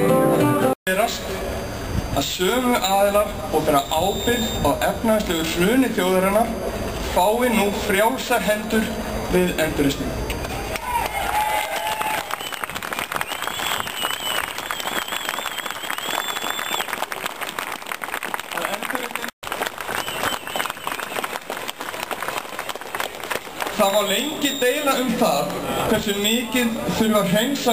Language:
Icelandic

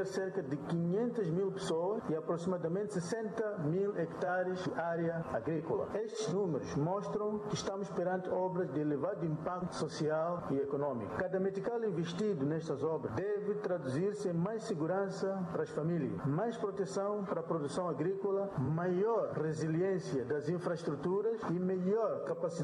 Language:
Portuguese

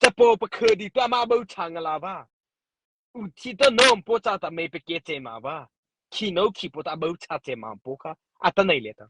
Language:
Mara Chin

